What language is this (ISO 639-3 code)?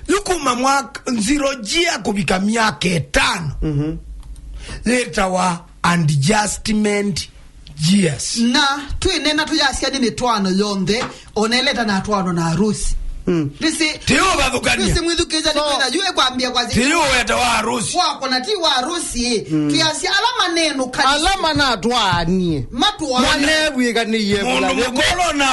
kam